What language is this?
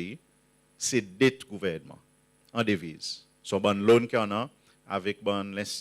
Seselwa Creole French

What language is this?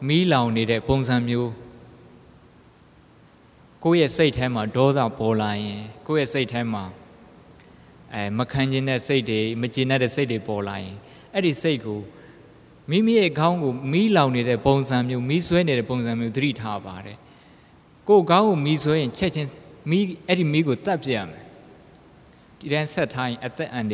Burmese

